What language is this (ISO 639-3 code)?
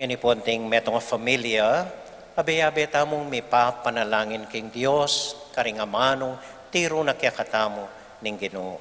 pam